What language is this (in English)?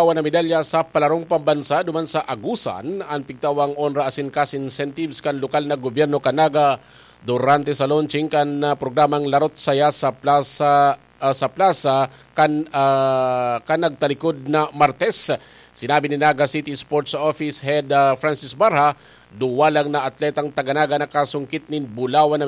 Bikol